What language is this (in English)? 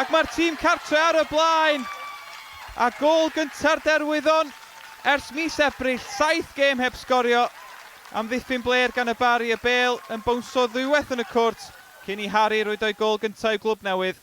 Welsh